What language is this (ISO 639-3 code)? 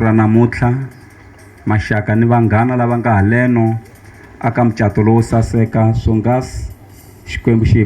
tso